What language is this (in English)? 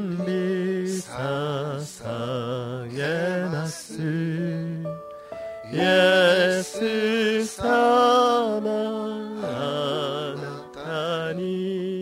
Japanese